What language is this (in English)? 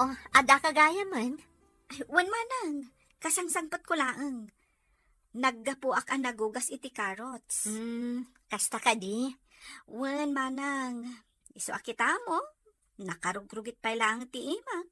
Iloko